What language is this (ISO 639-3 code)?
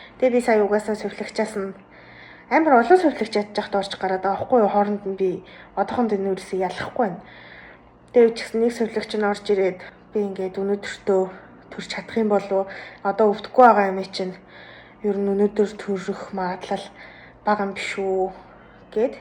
mon